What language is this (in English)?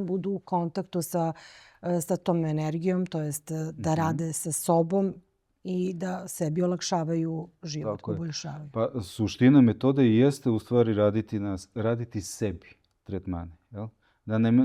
Macedonian